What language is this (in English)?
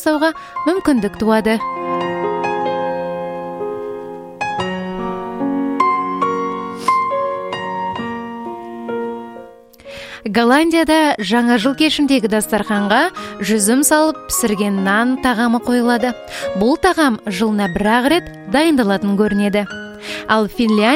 Kazakh